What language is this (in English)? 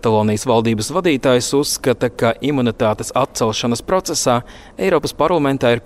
Latvian